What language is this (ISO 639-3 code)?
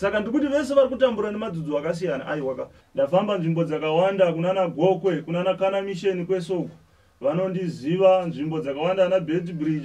sna